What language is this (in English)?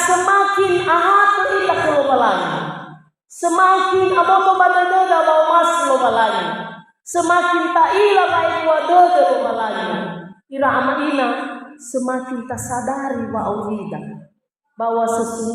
Nias